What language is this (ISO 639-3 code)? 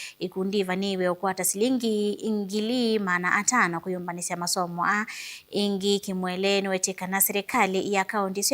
kam